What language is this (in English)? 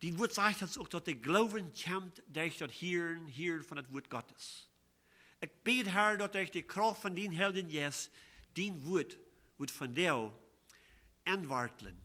Plautdietsch